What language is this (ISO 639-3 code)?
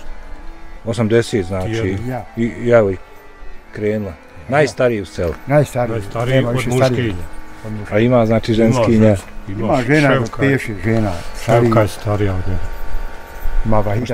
bos